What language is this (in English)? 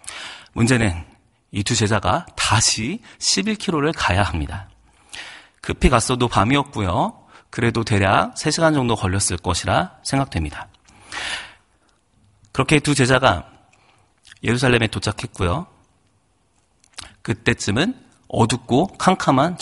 Korean